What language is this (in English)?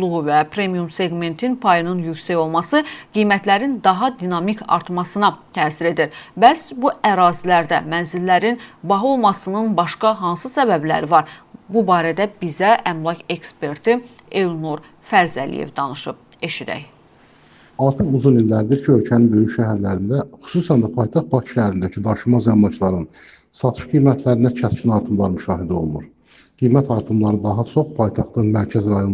Azerbaijani